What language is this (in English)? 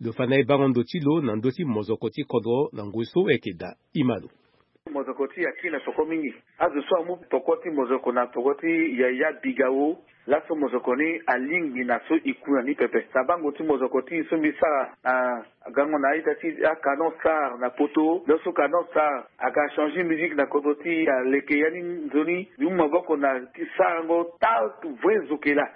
Sango